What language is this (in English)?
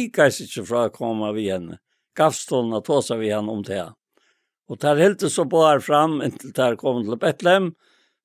Faroese